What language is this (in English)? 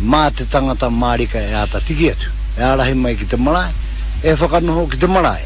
Māori